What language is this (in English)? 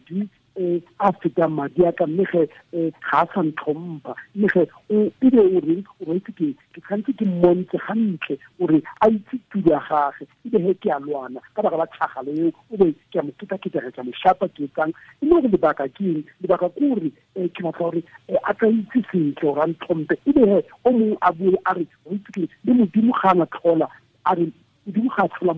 Tswana